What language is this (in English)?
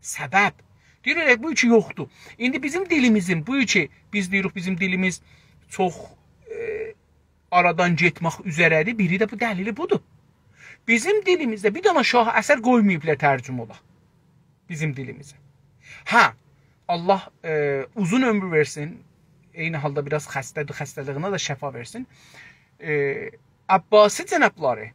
South Azerbaijani